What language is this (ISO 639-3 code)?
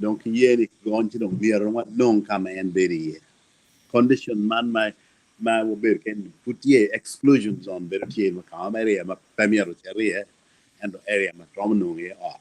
ach